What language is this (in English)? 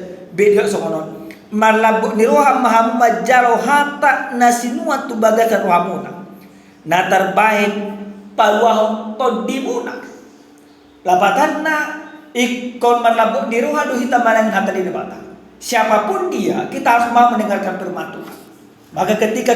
Batak Toba